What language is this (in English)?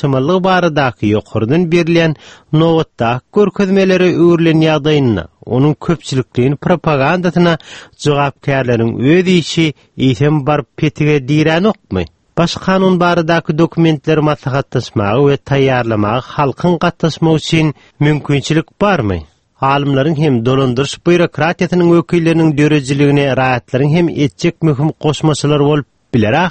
Turkmen